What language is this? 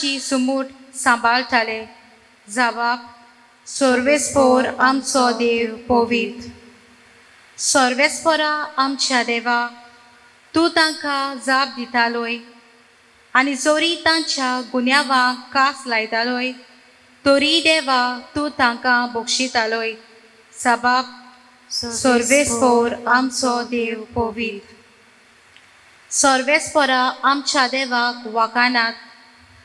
Konkani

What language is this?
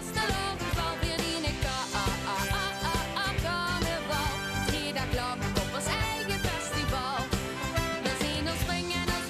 Limburgish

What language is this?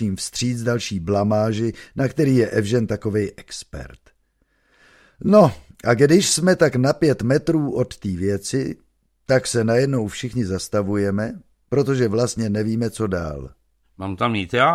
Czech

